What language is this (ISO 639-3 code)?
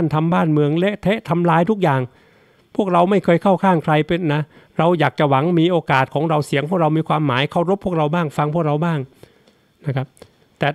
tha